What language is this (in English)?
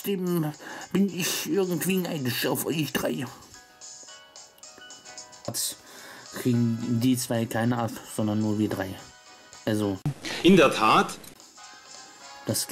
German